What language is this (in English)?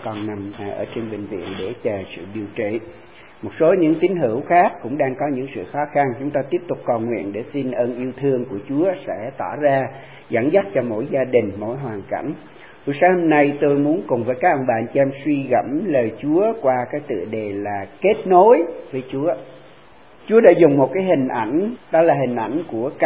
Vietnamese